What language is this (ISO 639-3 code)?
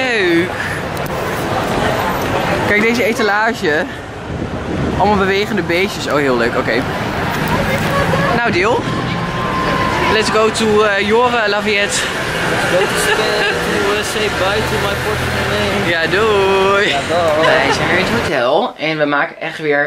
nld